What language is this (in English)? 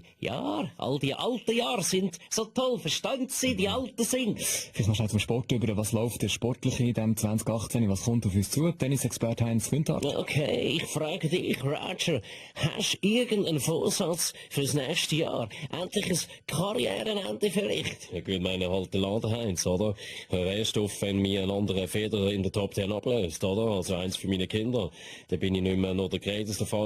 Swiss German